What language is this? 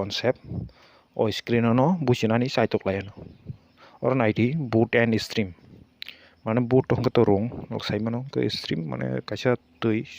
Kok Borok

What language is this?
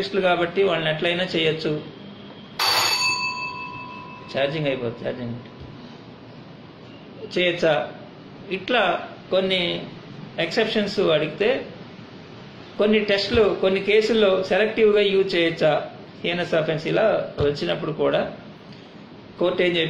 Telugu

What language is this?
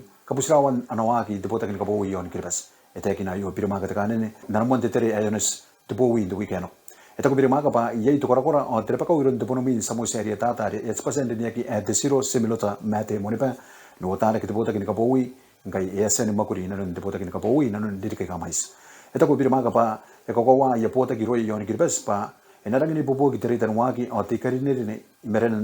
Gilbertese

